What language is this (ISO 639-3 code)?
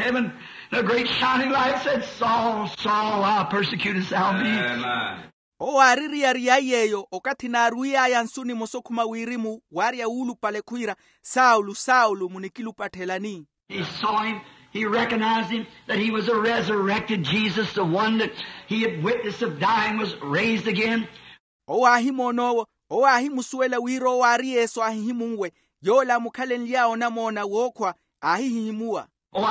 vmw